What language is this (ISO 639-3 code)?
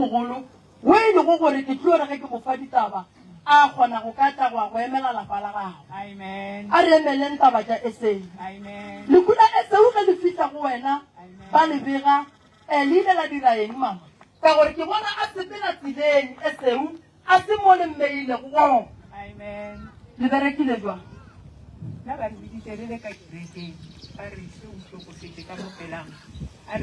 nso